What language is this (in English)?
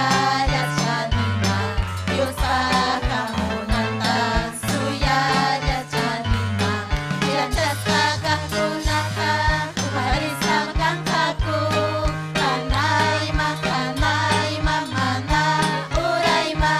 Ayacucho Quechua